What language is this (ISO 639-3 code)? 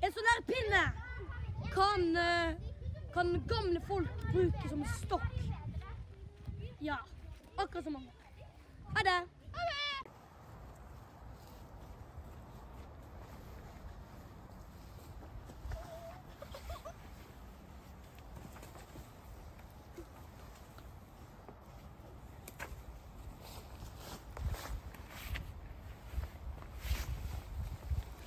nor